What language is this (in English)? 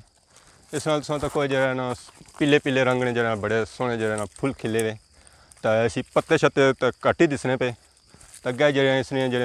Pahari-Potwari